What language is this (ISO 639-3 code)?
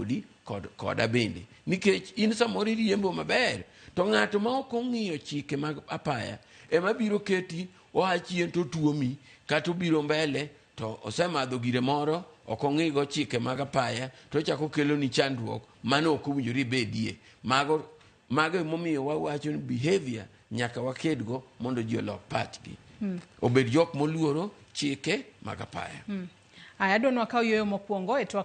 luo